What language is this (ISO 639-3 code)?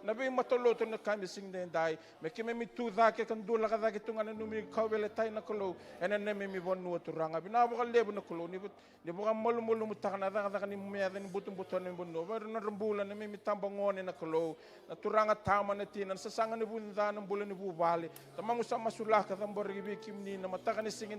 fij